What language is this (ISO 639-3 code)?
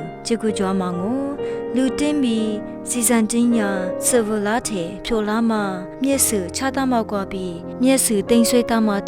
lis